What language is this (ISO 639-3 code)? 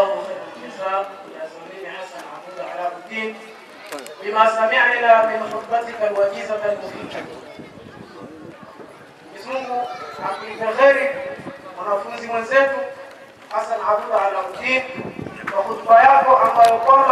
swa